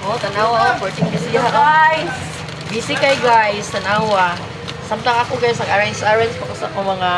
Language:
Cebuano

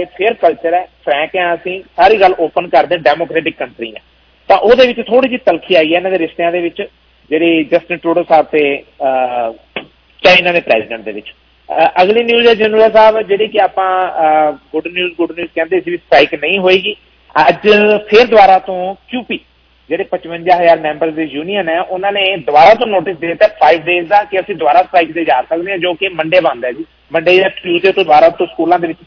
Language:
Punjabi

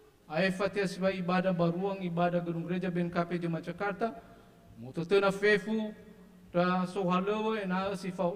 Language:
Nias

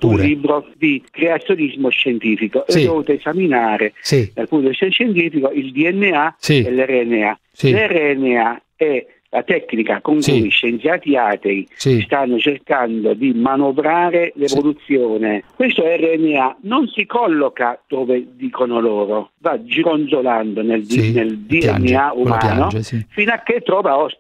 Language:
Italian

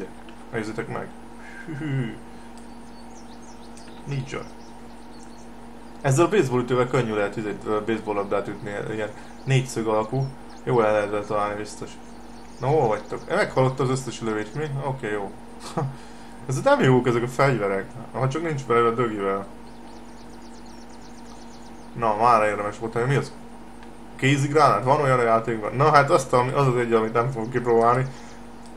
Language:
Hungarian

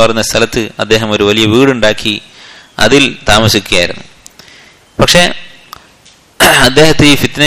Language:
Malayalam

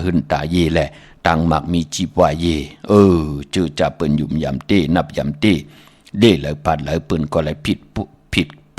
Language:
Shan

